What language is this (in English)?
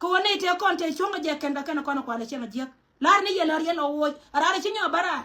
Nuer